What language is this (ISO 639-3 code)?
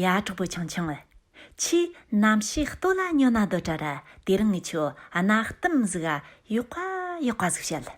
bod